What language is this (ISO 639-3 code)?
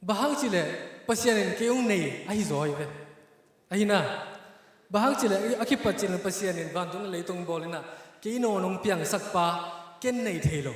ctd